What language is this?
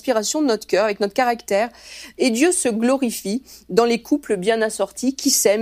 French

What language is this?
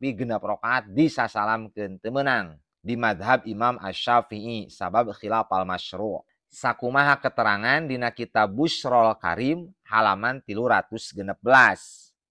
Sundanese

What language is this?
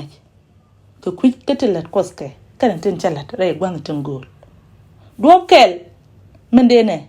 Nuer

